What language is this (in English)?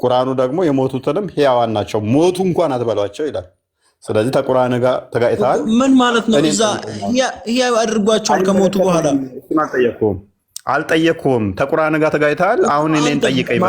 Amharic